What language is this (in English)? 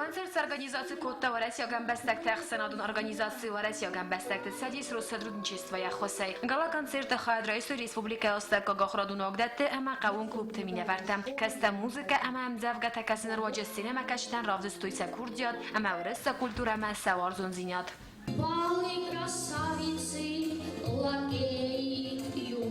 Ossetic